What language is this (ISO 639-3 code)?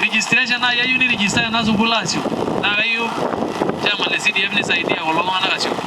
mas